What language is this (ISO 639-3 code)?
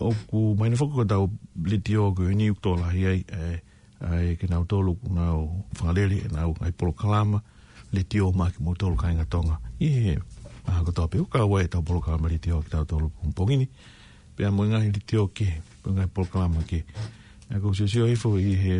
ton